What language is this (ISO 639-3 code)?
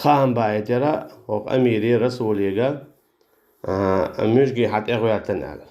che